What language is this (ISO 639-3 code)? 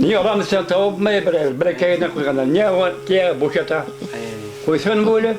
bak